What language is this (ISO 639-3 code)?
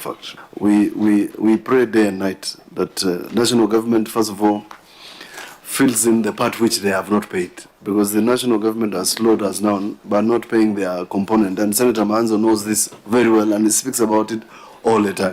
kam